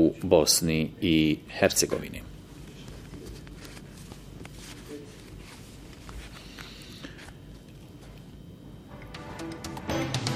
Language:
Bosnian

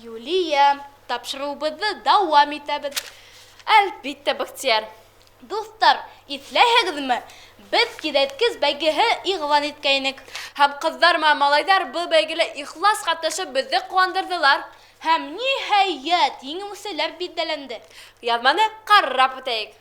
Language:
Bashkir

